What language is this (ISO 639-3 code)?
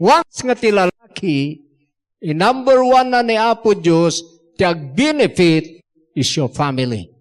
ilo